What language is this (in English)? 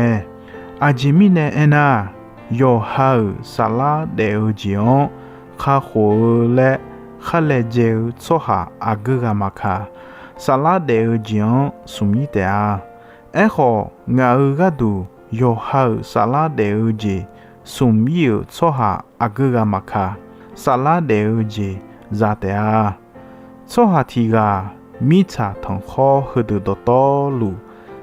Akha